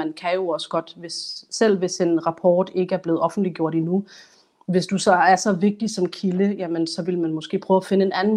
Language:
Danish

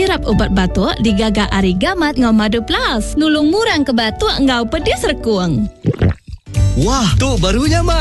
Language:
Iban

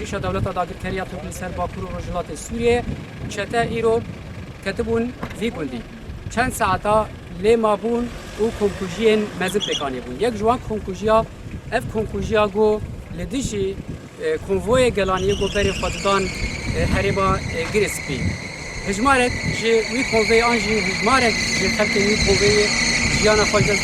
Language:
Kurdish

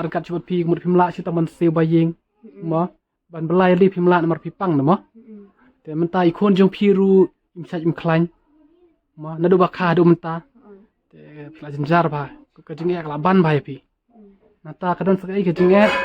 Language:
Khasi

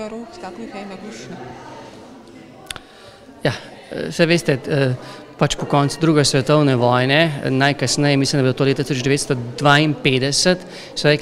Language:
Slovenian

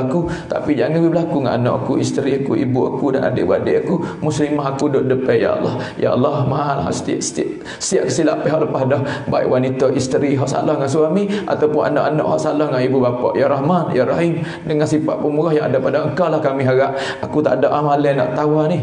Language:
Malay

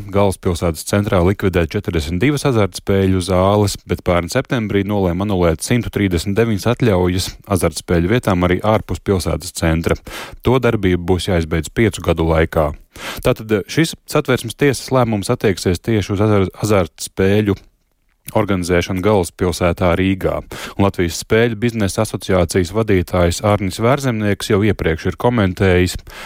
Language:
Latvian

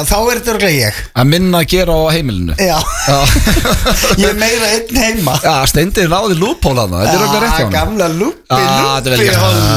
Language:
Icelandic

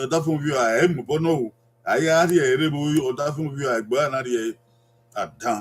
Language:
Bini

